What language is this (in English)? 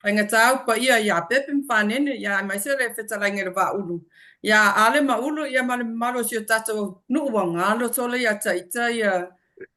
Samoan